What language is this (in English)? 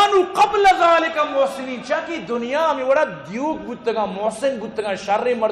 Eastern Balochi